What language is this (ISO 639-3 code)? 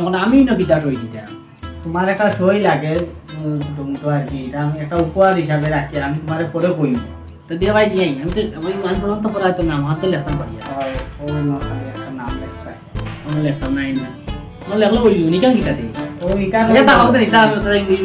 syl